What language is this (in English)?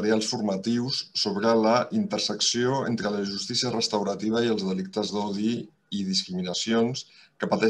Catalan